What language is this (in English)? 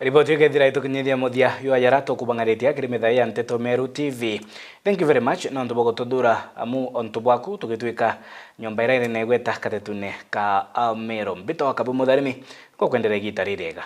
Meru